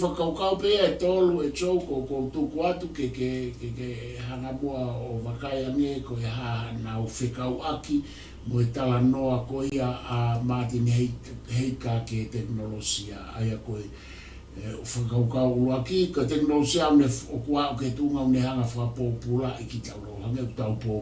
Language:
Tongan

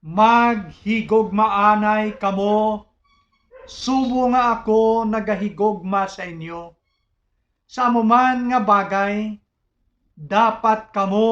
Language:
Hiligaynon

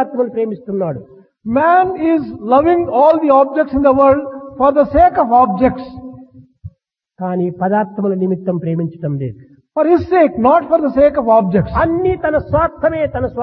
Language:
Telugu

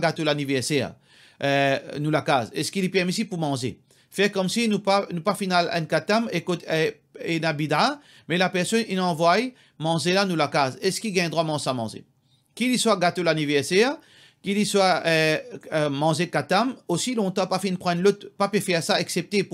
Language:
Morisyen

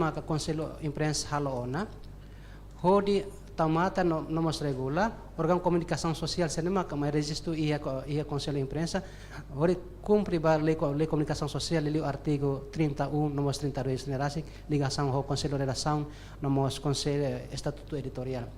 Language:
Tetum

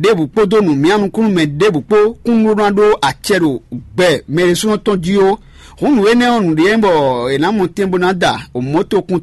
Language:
Fon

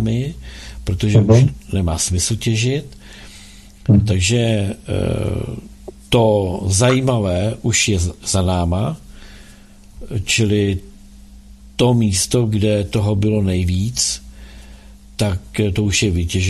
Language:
Czech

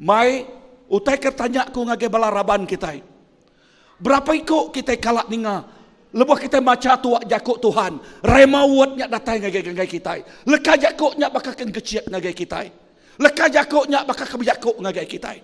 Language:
Iban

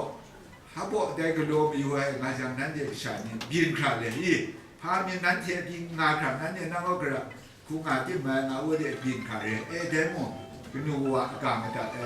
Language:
Kachin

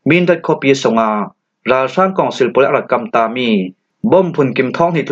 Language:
Falam Chin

